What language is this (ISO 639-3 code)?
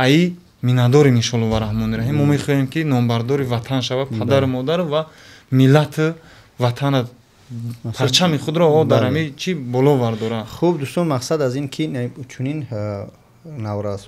tgk